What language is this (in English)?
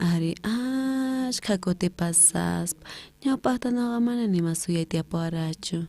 South Bolivian Quechua